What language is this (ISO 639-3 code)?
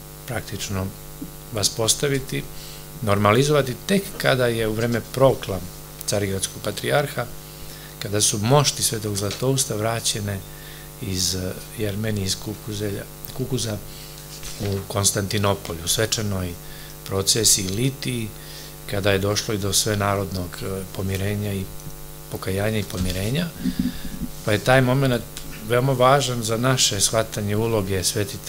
srp